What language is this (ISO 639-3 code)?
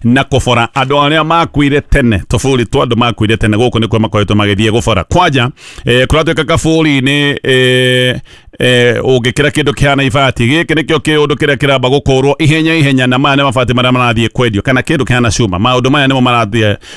kik